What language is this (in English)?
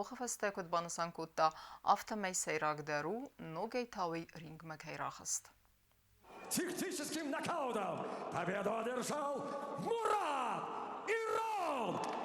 Ossetic